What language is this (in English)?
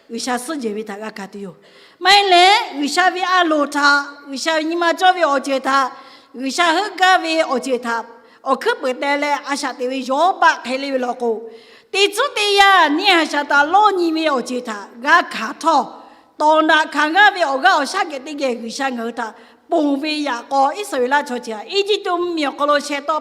Lahu